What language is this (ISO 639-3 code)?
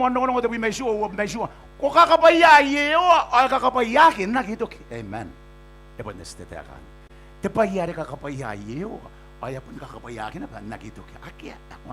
gil